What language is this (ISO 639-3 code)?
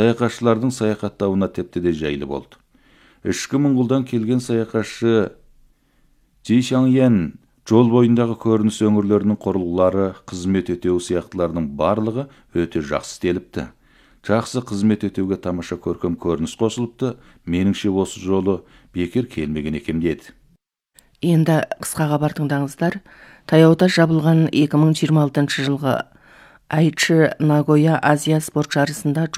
kaz